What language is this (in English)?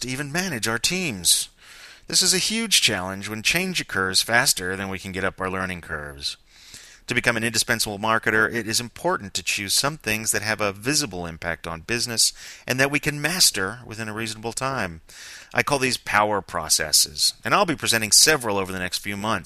English